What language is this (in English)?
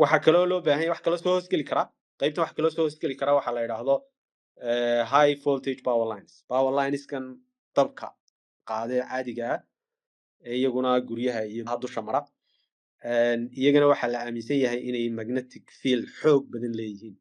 Somali